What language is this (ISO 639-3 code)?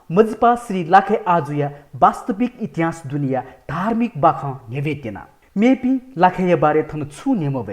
new